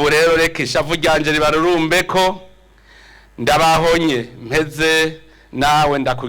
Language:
Rundi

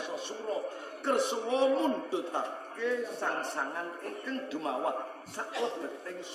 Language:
Javanese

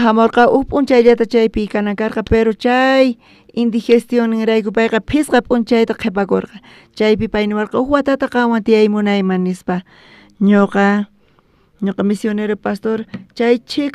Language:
South Bolivian Quechua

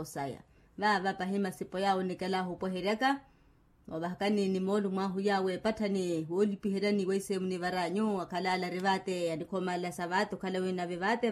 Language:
Makhuwa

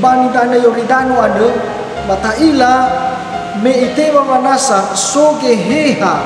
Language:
Nias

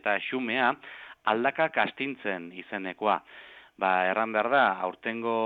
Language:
Basque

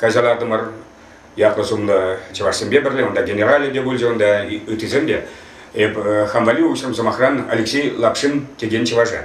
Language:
Chuvash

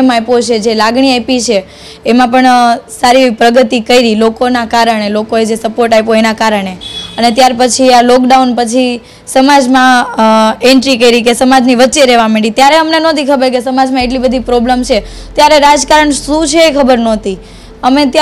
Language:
Gujarati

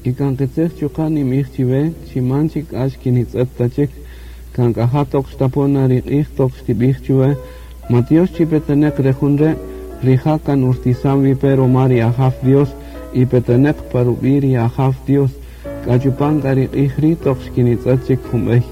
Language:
Kaqchikel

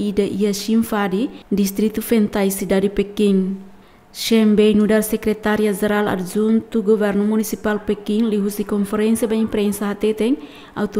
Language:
Tetum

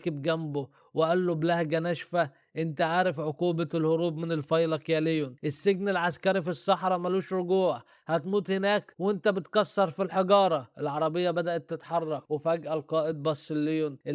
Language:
Egyptian Arabic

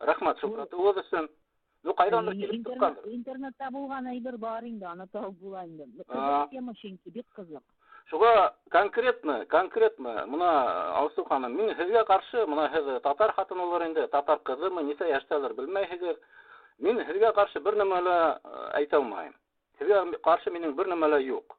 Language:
Bashkir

